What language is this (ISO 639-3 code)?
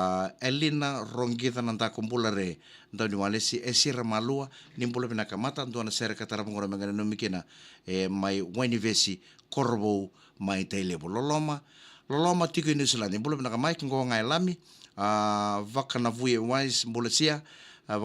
fij